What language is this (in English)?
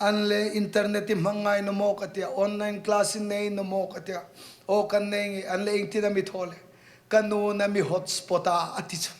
Hmar